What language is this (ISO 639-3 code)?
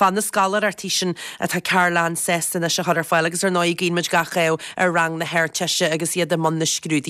gle